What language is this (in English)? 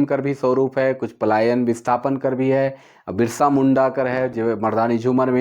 Sadri